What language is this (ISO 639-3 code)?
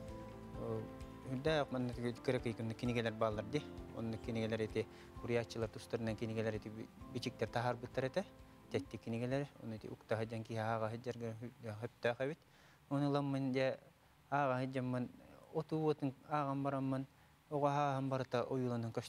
sah